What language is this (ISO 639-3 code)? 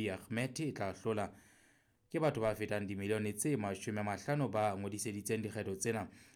sot